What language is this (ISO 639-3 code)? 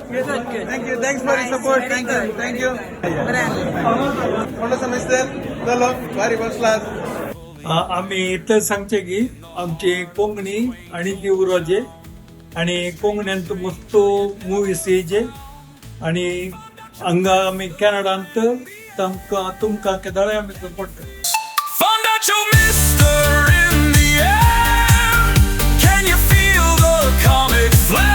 kok